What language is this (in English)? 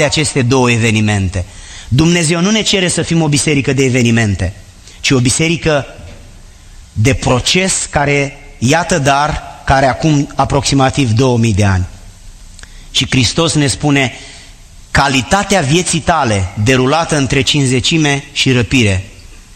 Romanian